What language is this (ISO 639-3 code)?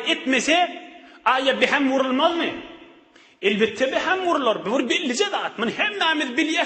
tuk